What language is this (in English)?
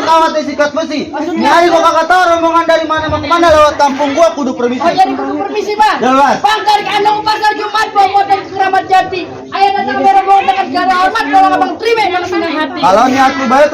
Betawi